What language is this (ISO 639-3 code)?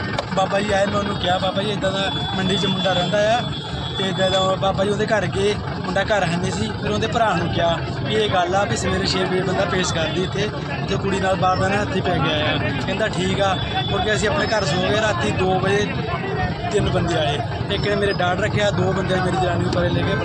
pan